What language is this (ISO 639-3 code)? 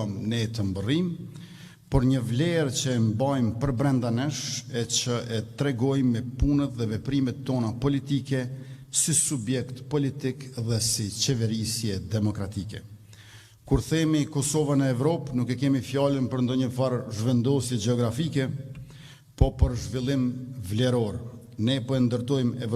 sqi